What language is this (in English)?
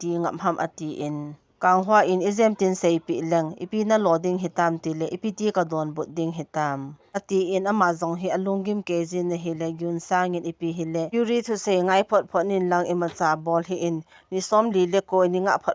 Thado Chin